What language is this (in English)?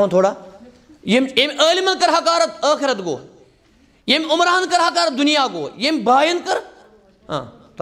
Kashmiri